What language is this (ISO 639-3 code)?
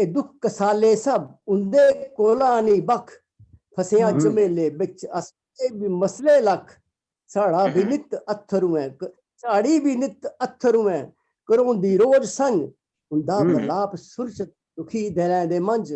doi